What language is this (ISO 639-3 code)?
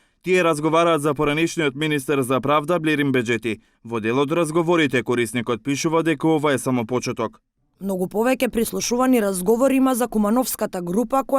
mkd